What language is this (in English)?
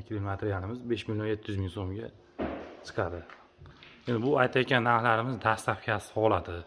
Uzbek